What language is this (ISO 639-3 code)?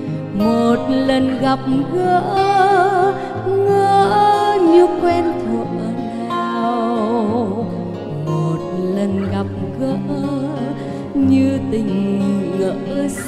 vie